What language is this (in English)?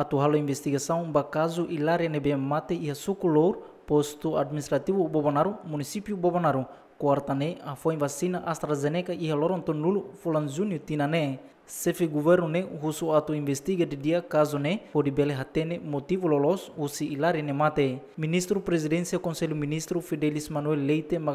Tetum